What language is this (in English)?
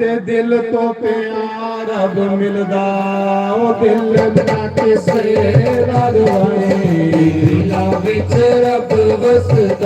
Dogri